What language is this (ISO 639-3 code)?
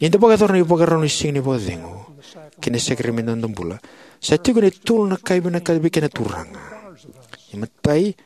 fij